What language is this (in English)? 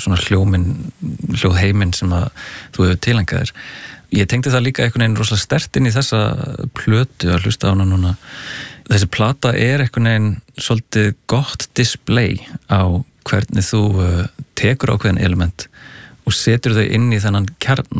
Icelandic